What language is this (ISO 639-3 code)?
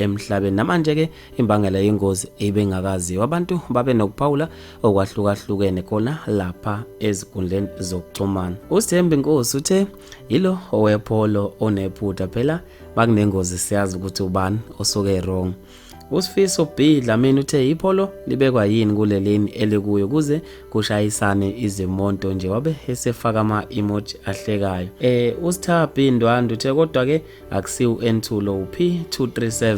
zul